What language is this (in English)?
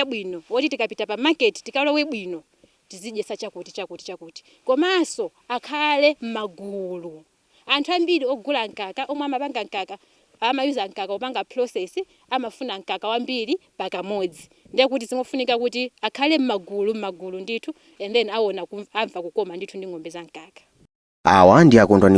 Nyanja